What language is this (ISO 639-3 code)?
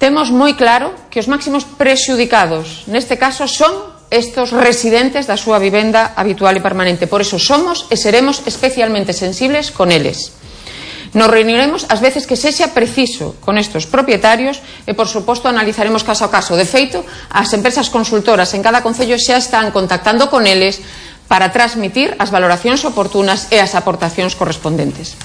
glg